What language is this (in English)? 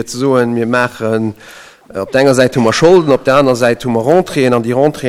Luxembourgish